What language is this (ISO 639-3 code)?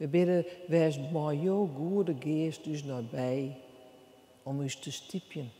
fry